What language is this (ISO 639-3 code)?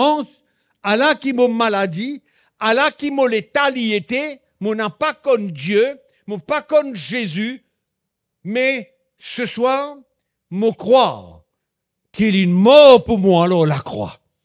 mfe